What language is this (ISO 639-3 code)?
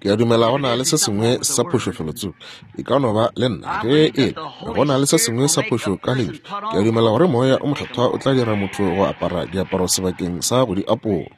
nso